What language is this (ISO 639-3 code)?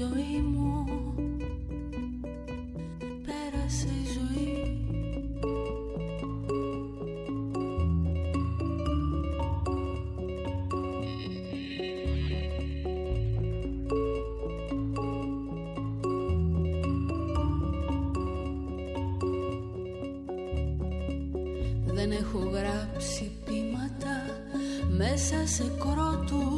ell